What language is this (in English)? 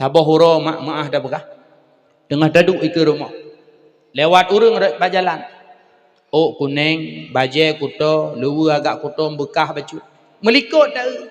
Achinese